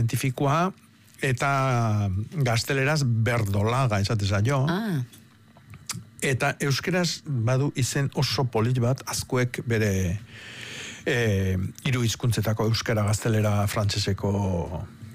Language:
Basque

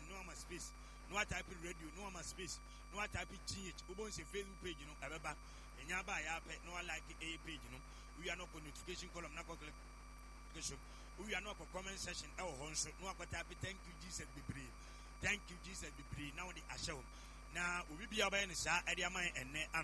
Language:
Akan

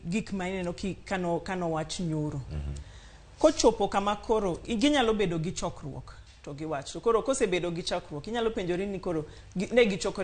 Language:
Luo (Kenya and Tanzania)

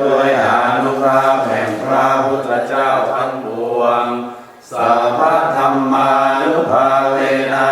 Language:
Pali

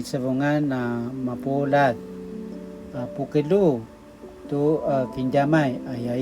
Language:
Paiwan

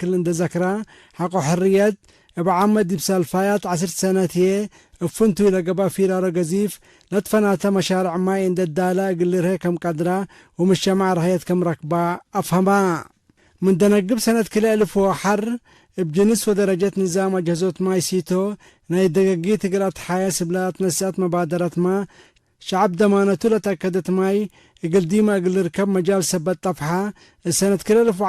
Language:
Tigre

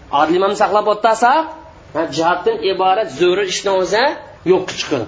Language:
Uyghur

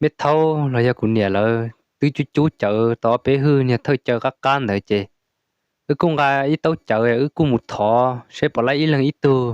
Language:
Hmong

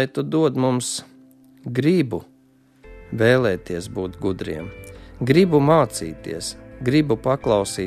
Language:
Latvian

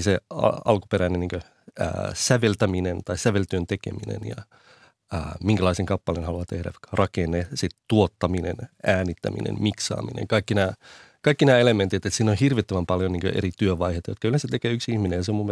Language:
Finnish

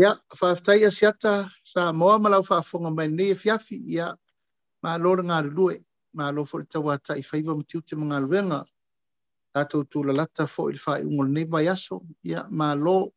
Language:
Samoan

